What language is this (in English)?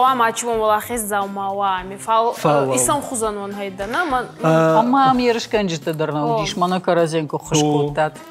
Ossetic